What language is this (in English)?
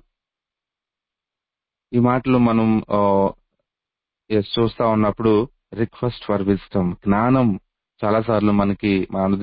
Telugu